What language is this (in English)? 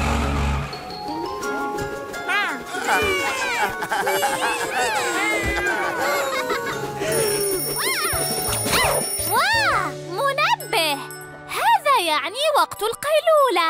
Arabic